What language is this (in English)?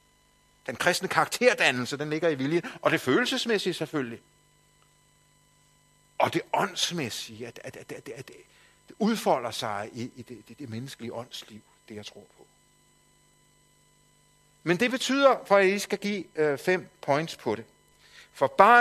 Danish